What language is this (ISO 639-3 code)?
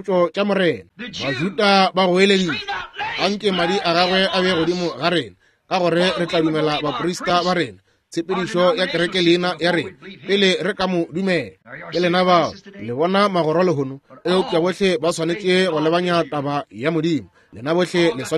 nso